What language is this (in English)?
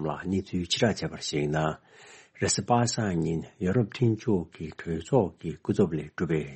Tibetan